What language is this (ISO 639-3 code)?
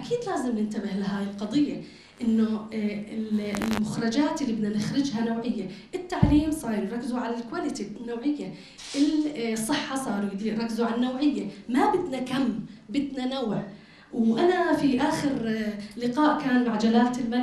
apc